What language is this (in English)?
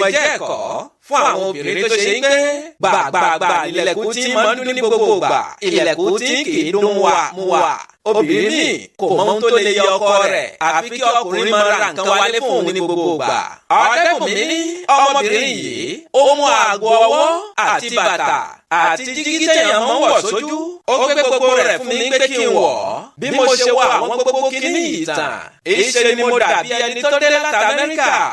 Yoruba